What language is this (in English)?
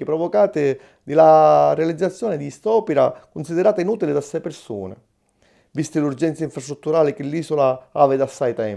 Sicilian